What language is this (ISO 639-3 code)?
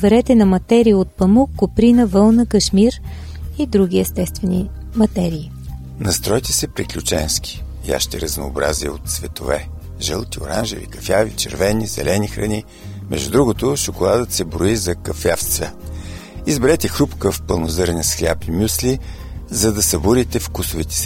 bul